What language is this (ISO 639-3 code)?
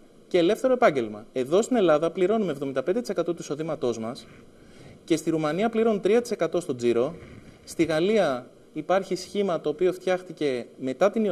ell